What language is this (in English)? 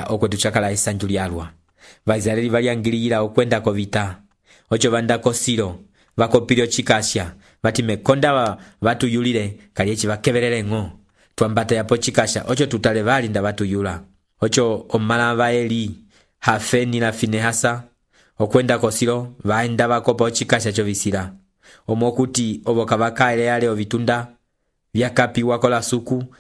Umbundu